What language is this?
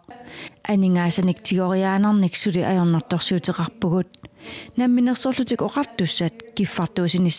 Kalaallisut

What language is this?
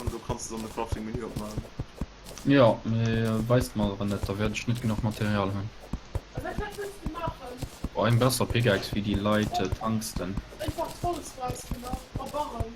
Luxembourgish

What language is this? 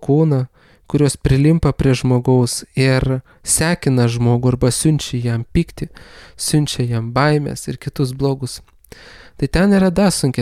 Lithuanian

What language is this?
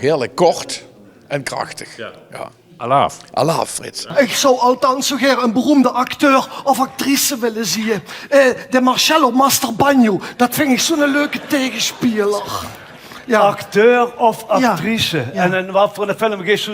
Limburgish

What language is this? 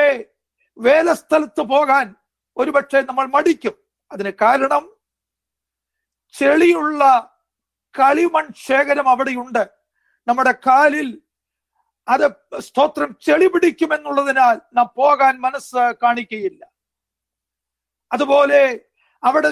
Malayalam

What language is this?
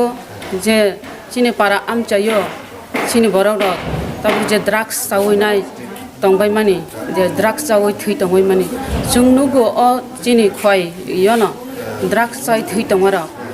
Kok Borok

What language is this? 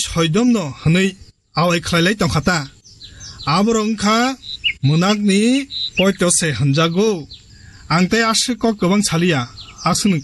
Kok Borok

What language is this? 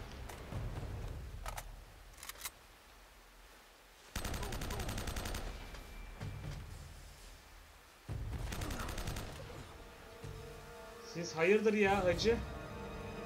Turkish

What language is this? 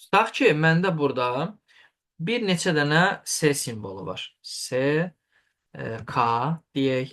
Azerbaijani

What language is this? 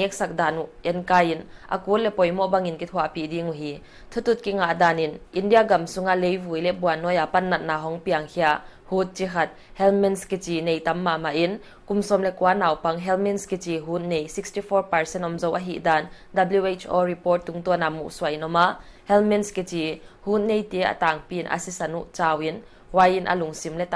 Paite Chin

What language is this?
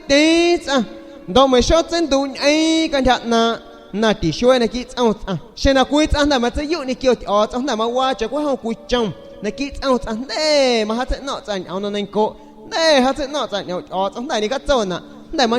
San Pedro Amuzgos Amuzgo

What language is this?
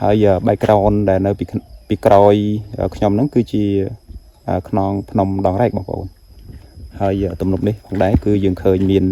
Khmer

